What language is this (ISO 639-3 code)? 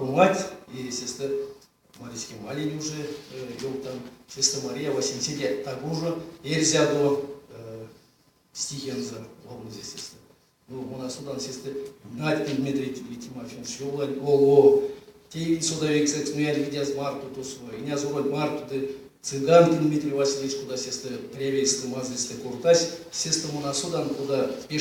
myv